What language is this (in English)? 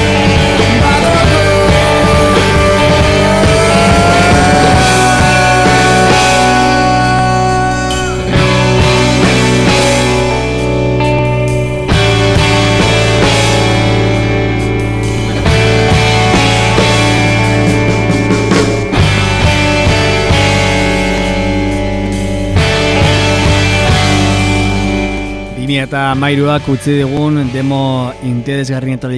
Basque